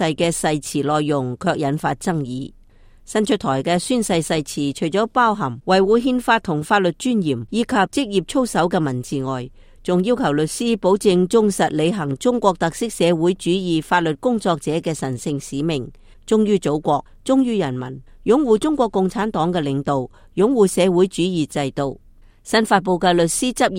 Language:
Cantonese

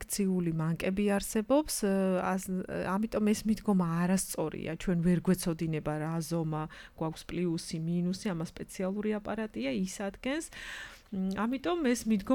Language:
Georgian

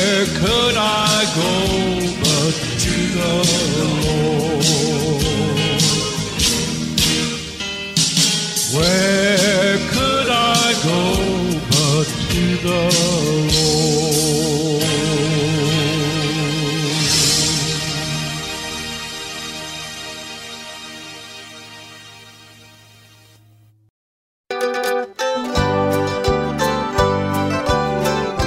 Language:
English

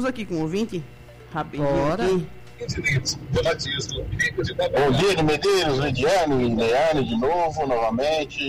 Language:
Portuguese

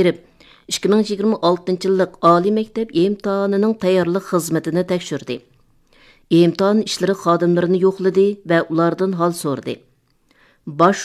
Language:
Uyghur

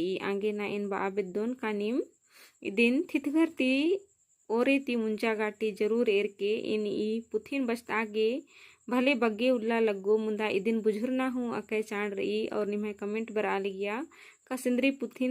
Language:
Kurukh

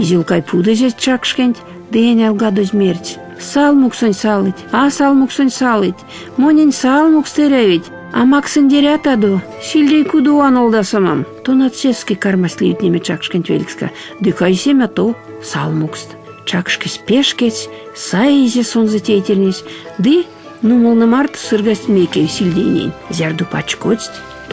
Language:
Erzya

